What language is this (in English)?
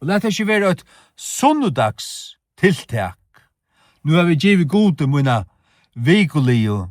Faroese